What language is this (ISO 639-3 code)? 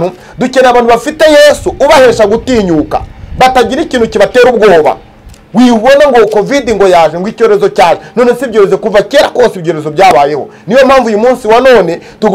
kin